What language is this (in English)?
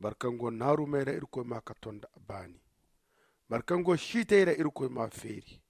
Zarma